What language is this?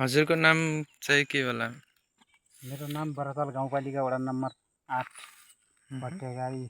Nepali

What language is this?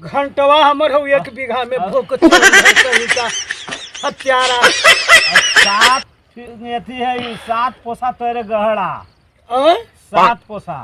Magahi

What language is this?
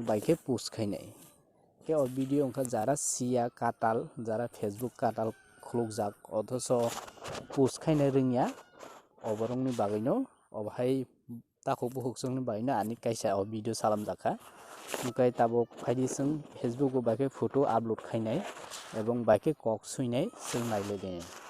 Kok Borok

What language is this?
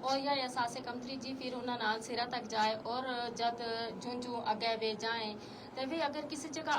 Gujari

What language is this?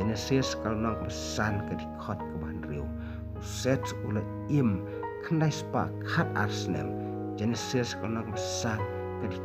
Khasi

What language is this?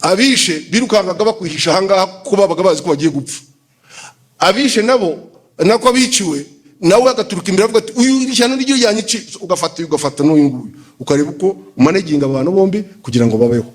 Kinyarwanda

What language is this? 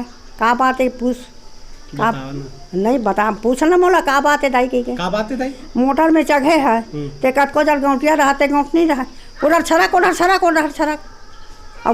Chhattisgarhi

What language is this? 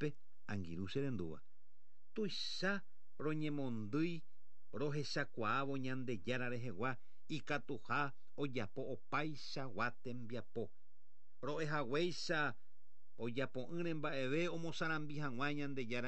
Guarani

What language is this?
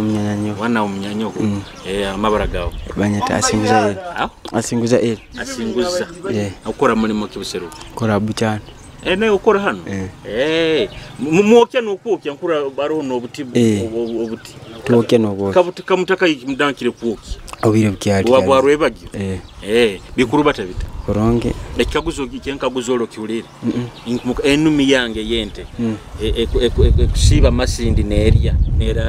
Nyoro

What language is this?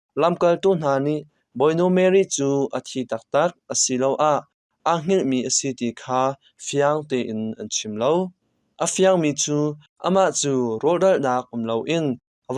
Hakha Chin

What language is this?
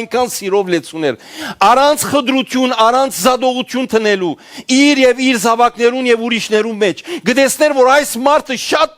Western Armenian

